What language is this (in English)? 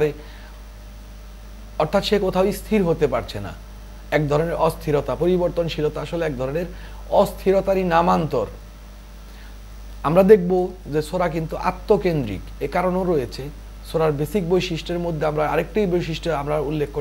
Bangla